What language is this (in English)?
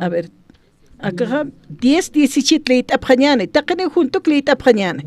Aymara